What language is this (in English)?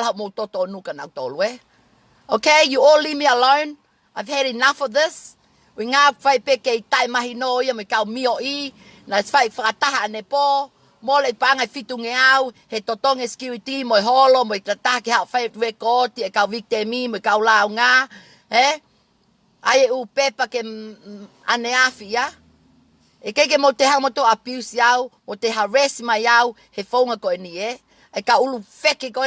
Tongan